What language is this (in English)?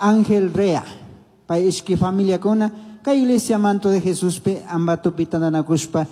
Chimborazo Highland Quichua